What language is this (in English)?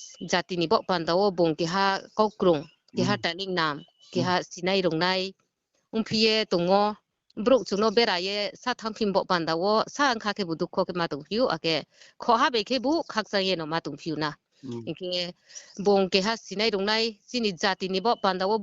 Riang (India)